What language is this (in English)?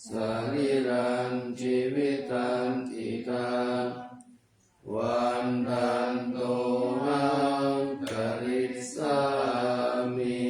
Pali